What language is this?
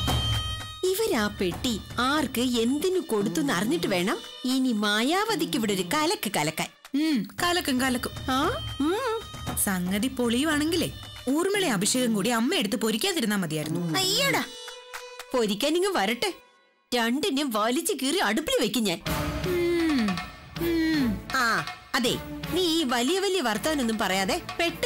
Malayalam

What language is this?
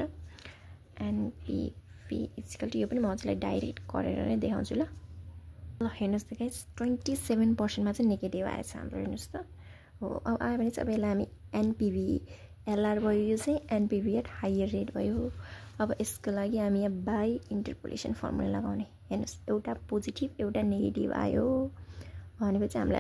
Nepali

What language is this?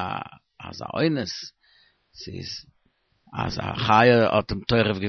Yiddish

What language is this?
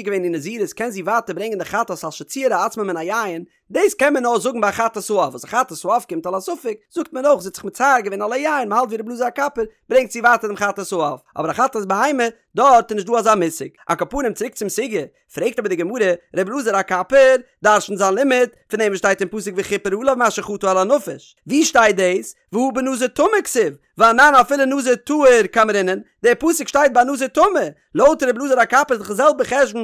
Yiddish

